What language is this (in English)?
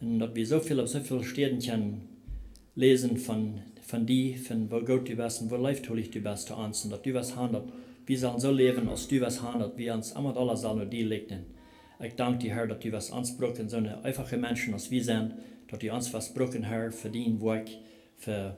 Plautdietsch